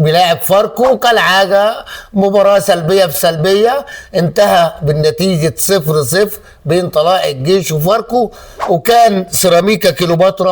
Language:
Egyptian Arabic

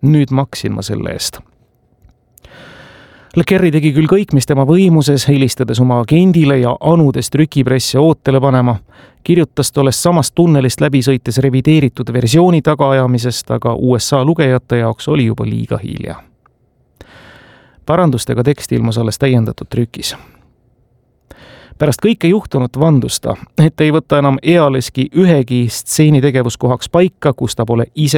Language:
Estonian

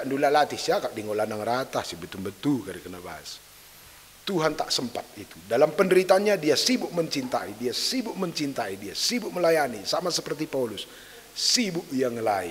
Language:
Batak Karo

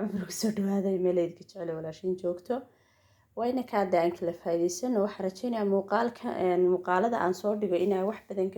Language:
Somali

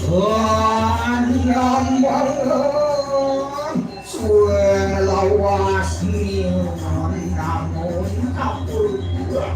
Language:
Balinese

